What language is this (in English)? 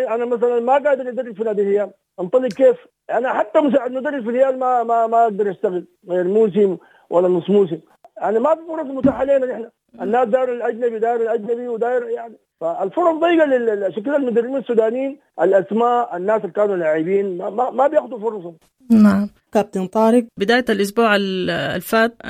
Sudanese Arabic